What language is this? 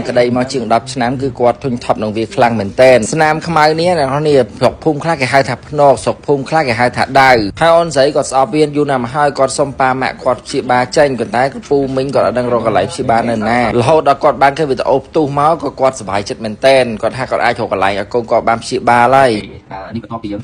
Khmer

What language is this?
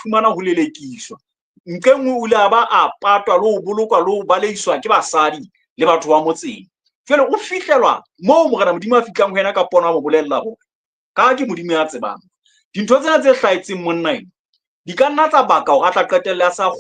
Southern Sotho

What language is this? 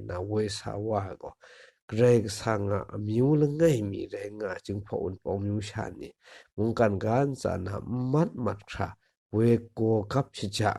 Kachin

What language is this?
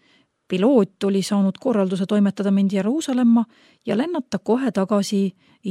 Estonian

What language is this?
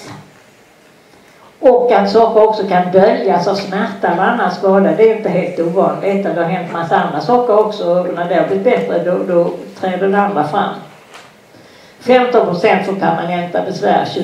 Swedish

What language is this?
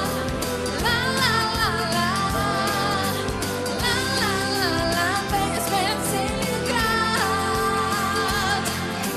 Bulgarian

